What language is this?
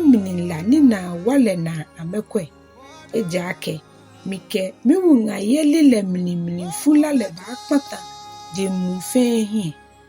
Ga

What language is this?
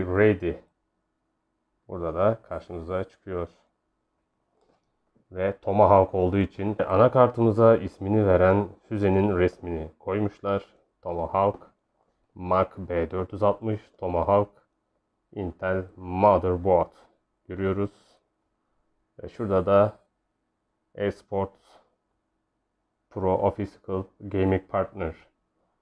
Turkish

